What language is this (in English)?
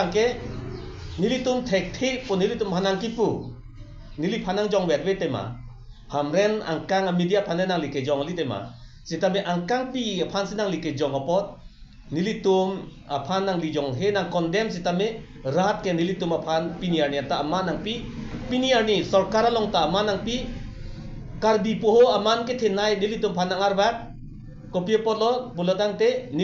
Karbi